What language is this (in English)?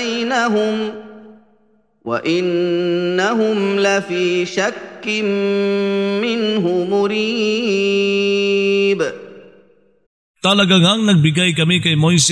Filipino